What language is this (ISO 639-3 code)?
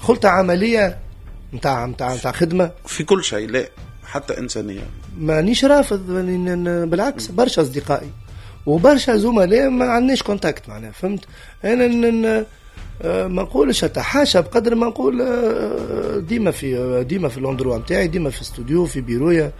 aeb